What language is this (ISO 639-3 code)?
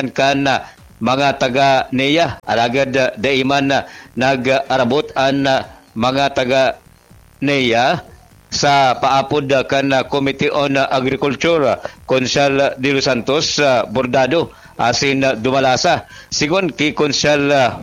bik